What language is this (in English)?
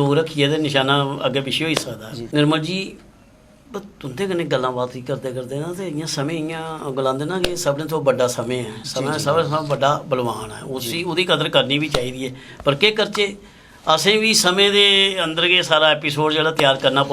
Dogri